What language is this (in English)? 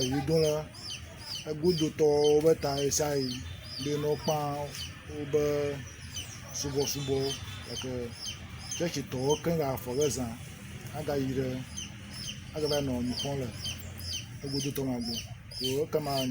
Ewe